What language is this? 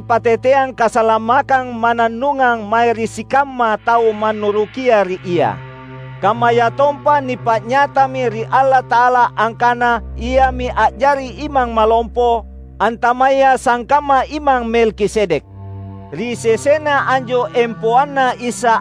Makasar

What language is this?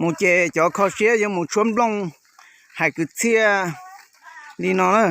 Hmong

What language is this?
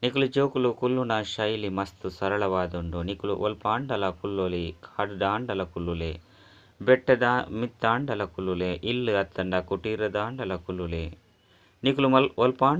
Tulu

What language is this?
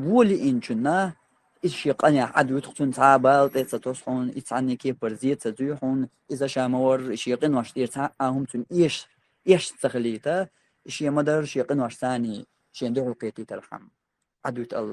Chechen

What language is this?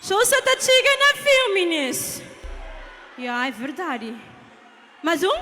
Kabuverdianu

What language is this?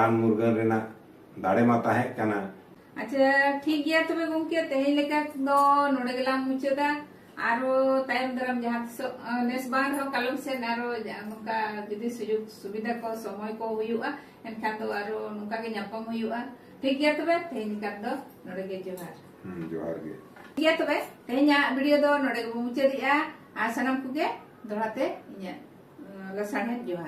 Santali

